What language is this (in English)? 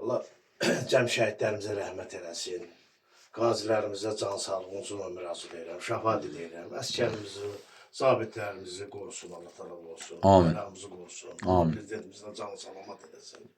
Azerbaijani